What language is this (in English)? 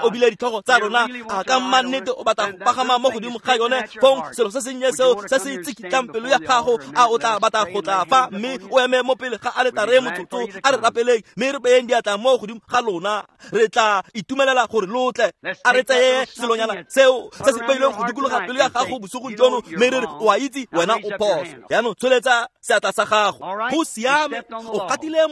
Tswana